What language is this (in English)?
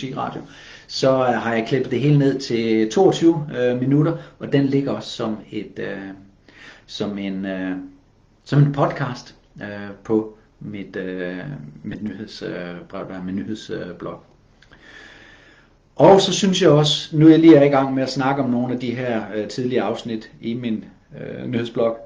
Danish